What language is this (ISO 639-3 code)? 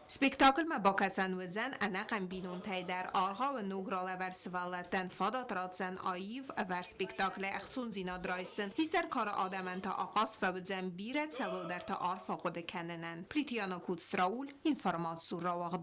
oss